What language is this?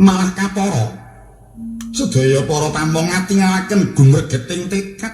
Javanese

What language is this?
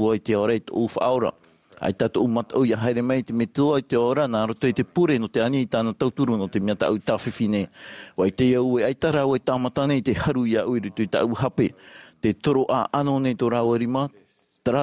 Tahitian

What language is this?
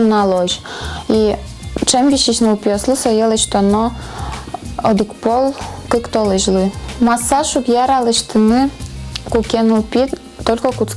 Udmurt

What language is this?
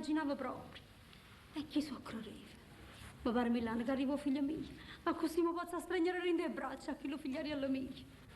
Neapolitan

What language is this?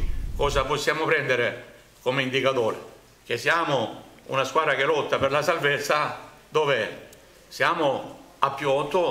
Italian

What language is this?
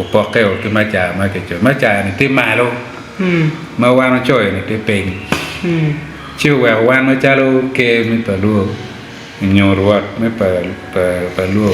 Acoli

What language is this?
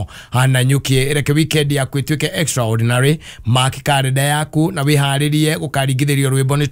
Kikuyu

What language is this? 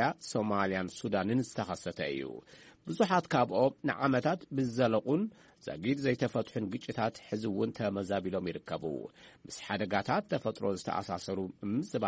Tigrinya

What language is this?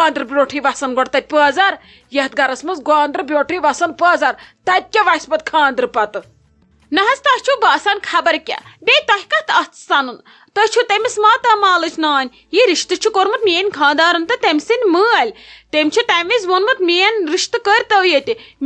Kashmiri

